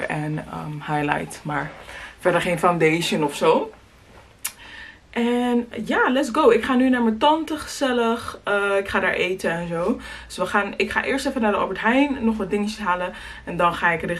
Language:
Dutch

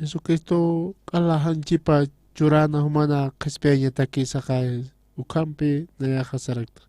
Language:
Aymara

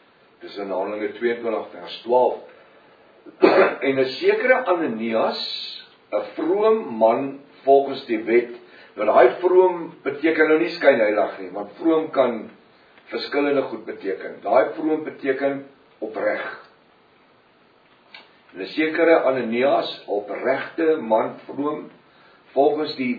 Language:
Afrikaans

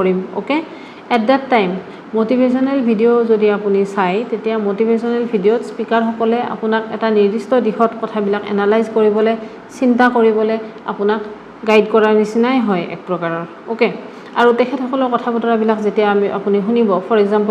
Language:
Assamese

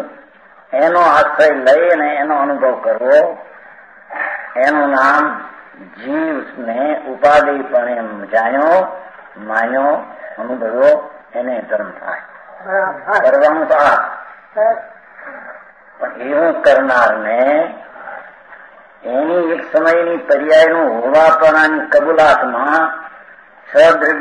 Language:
Gujarati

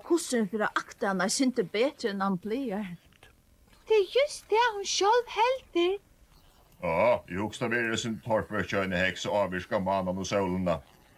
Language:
Faroese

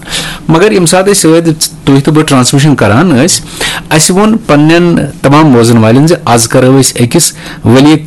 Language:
Kashmiri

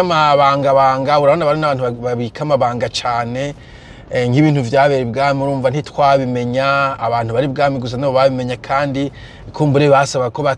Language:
Rundi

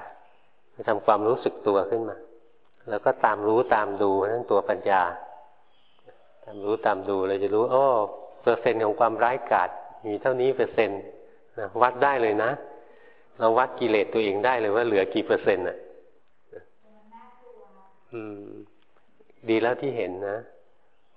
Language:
Thai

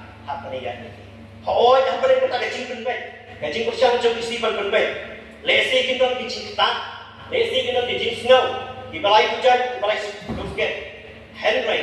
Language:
Khasi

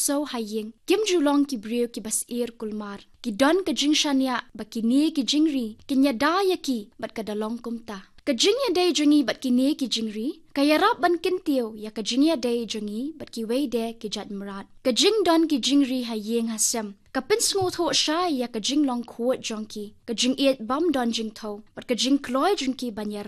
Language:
Khasi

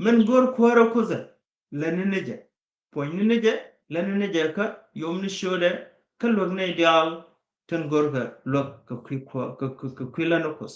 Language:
Nuer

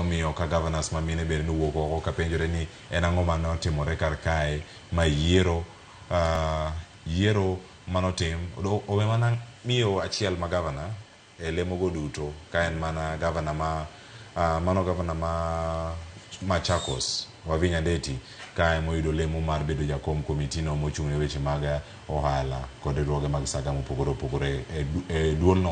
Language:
Luo (Kenya and Tanzania)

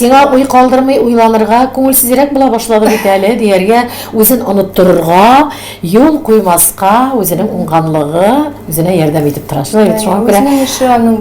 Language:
Tatar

